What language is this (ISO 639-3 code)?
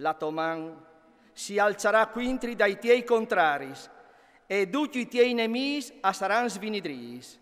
fur